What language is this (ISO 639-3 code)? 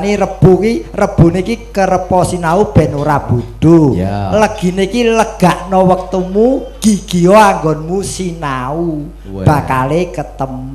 jav